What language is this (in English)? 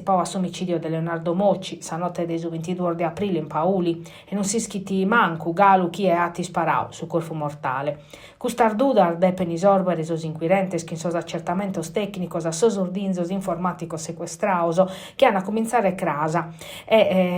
Sardinian